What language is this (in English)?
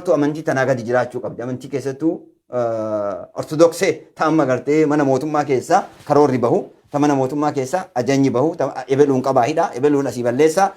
Oromo